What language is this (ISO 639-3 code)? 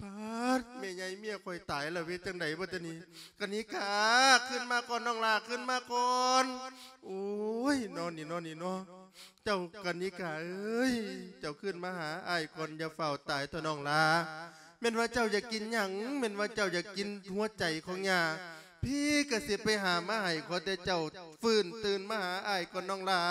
lao